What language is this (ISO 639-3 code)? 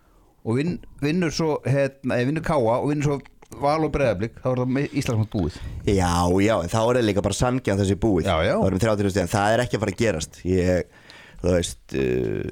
isl